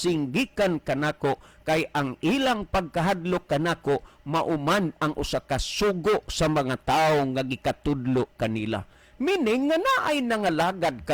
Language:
Cebuano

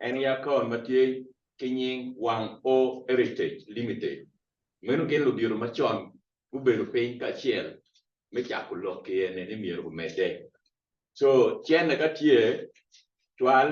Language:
Acoli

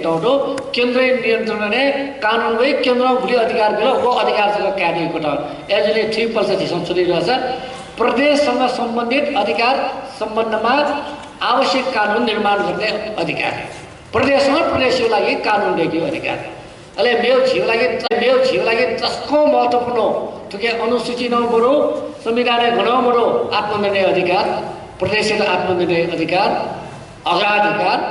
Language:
Newari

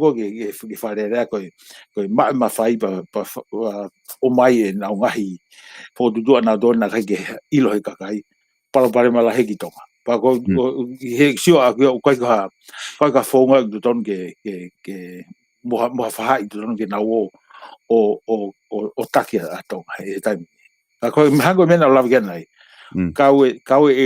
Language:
Tongan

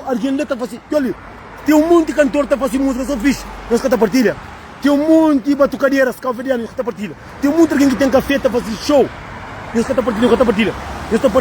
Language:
Kabuverdianu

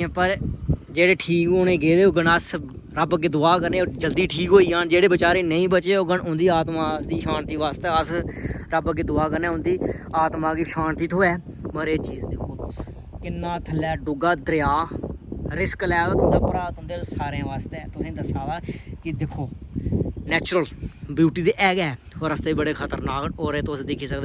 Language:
Dogri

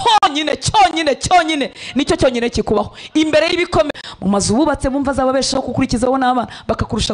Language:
Kinyarwanda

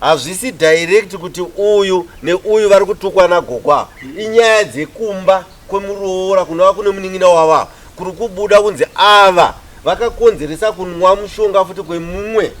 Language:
Shona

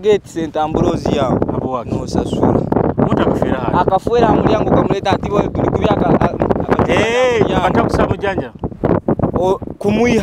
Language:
Nyoro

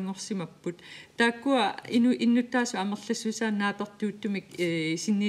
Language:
Kalaallisut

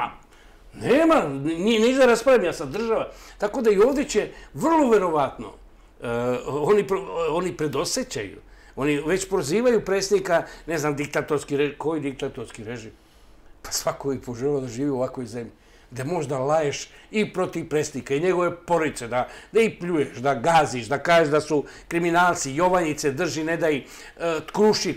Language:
Serbian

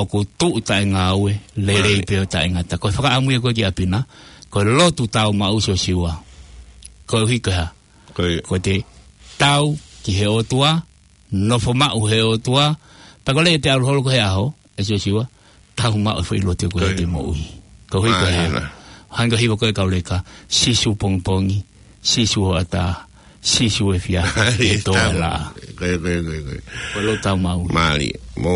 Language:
Tongan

